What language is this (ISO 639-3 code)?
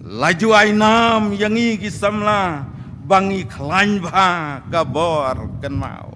kha